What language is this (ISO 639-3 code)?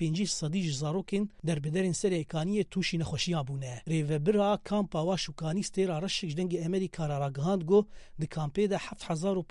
kur